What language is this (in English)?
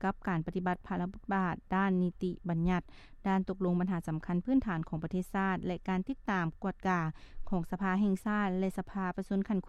Lao